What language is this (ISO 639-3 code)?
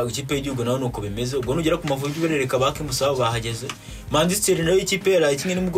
kin